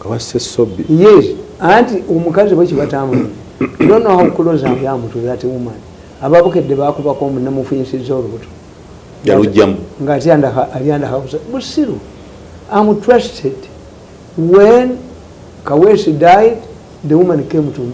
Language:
Ganda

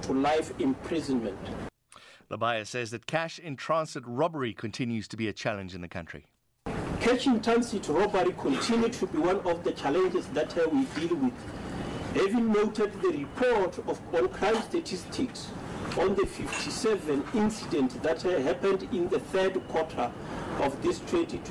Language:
English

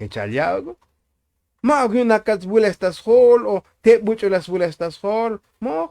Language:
Tzotzil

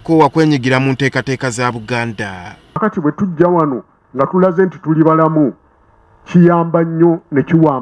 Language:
Ganda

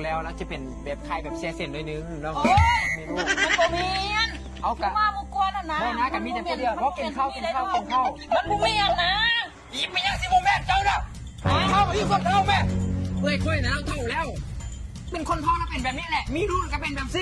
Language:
Lao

